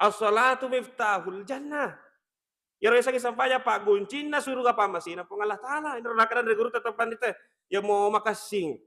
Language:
Buginese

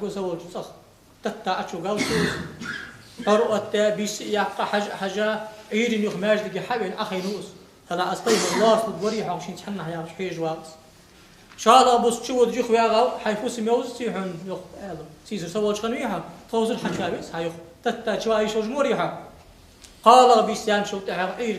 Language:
Ingush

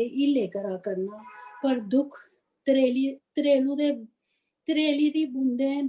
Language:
Dogri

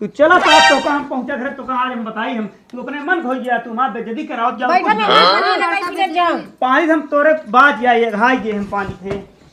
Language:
Awadhi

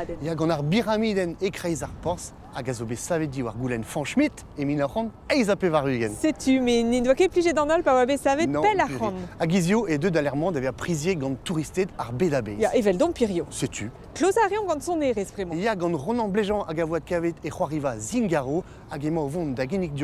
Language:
Breton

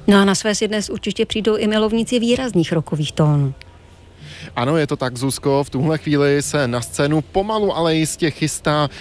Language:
Czech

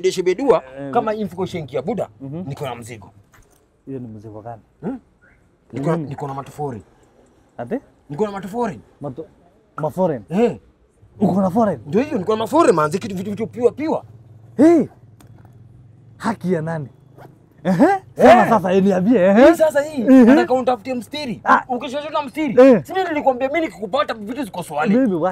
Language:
Swahili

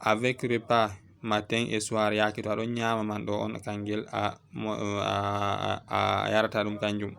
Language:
Fula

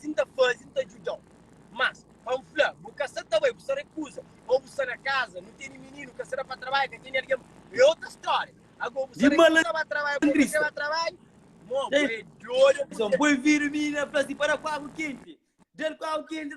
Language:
Kabuverdianu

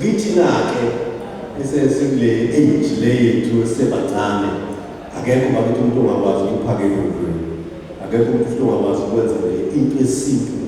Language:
Zulu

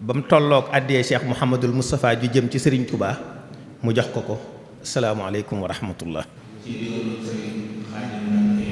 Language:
Wolof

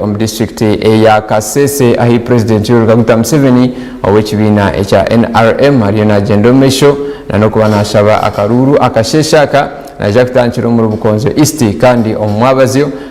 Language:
Nyankole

